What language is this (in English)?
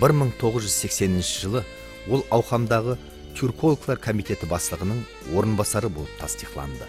Kara-Kalpak